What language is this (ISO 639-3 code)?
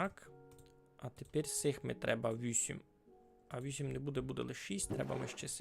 rue